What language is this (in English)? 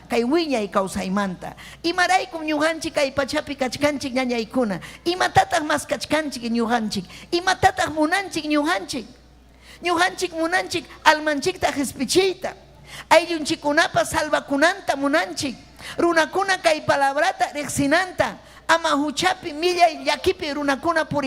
Ayacucho Quechua